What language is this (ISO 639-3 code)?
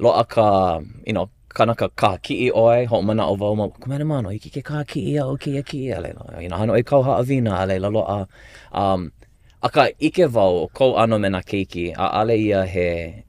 haw